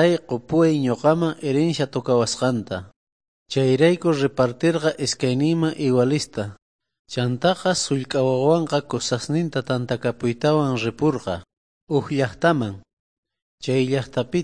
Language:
South Bolivian Quechua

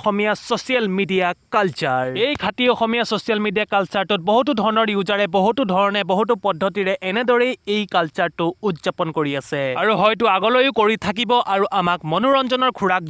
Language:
Assamese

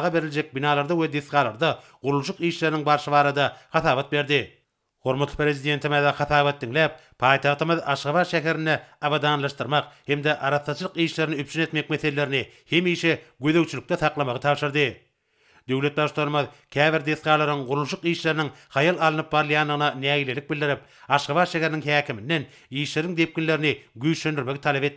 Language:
Turkmen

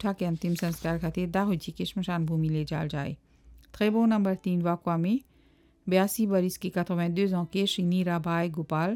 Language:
Bhojpuri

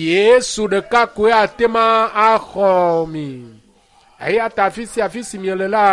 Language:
Ewe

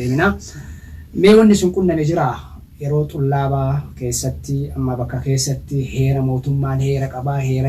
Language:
Oromo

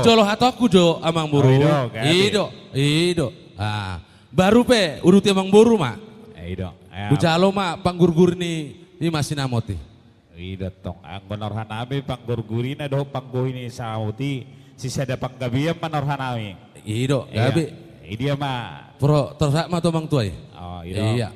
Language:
Batak Toba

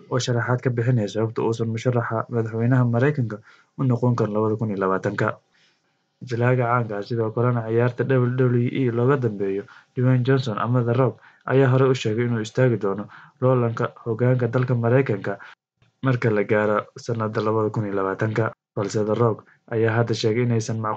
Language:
Somali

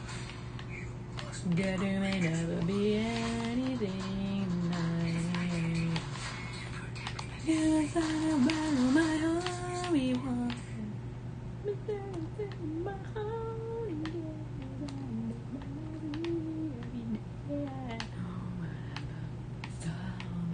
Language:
English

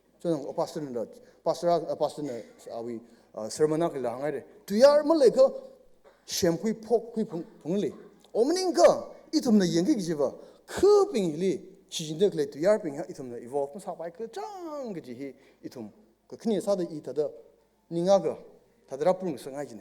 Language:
Tangkhul Naga (India)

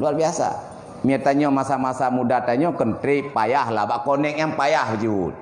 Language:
Achinese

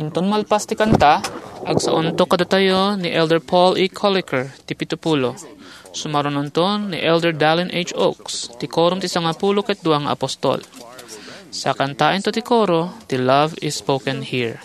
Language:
Iloko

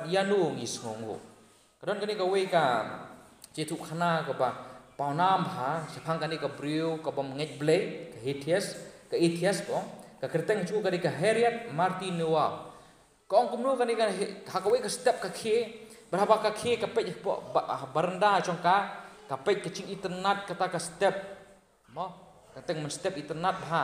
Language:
Khasi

